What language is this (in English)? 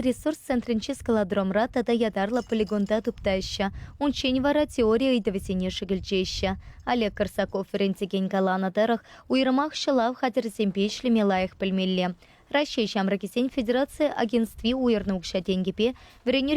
Chuvash